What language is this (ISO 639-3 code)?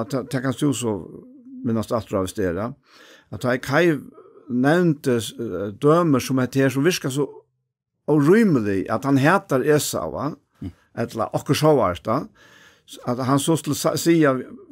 fao